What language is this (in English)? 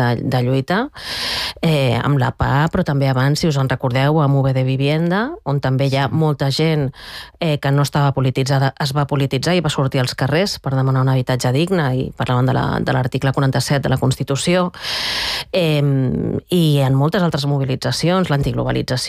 Catalan